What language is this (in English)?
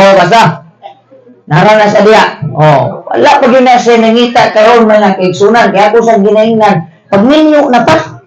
Cebuano